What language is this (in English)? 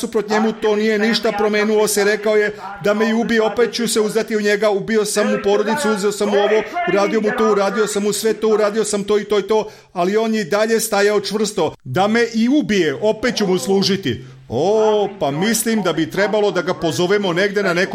Serbian